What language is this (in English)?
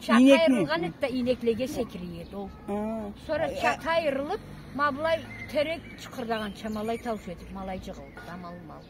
Karachay-Balkar